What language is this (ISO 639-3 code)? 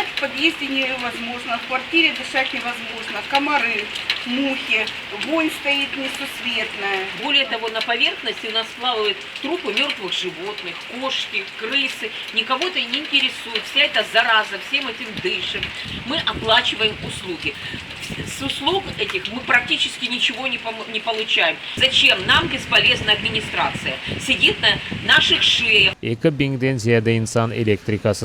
crh